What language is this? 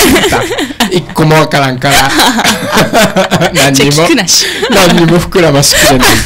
Japanese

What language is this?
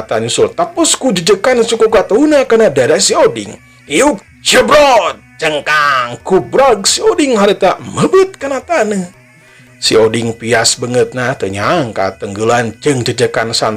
Sundanese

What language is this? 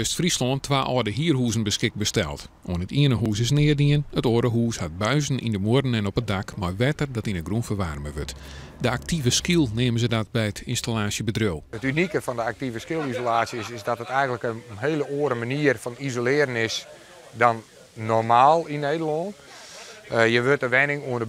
Western Frisian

